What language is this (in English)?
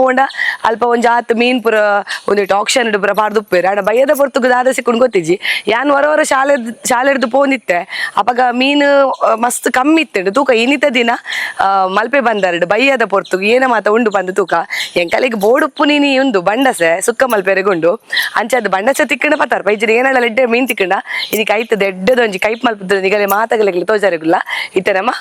Tulu